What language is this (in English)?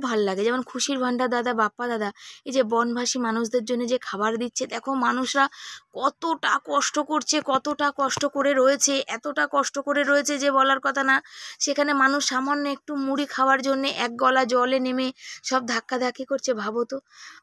Bangla